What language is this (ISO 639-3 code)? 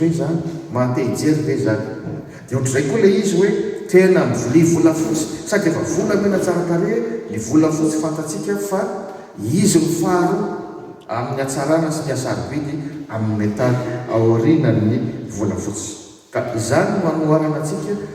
mlg